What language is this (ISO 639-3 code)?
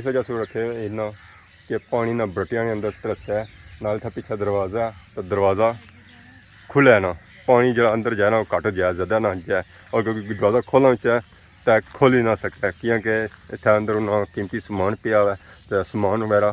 phr